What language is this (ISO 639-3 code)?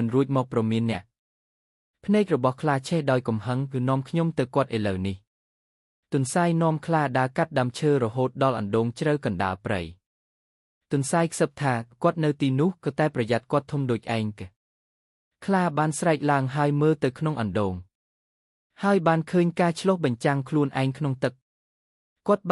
khm